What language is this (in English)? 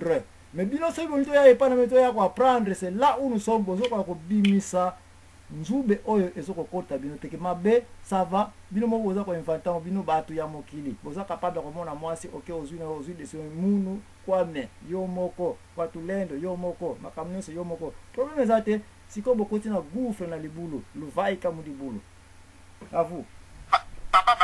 Lingala